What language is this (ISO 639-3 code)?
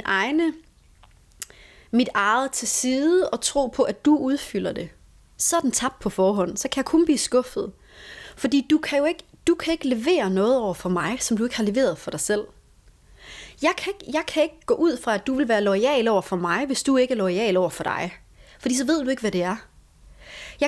dan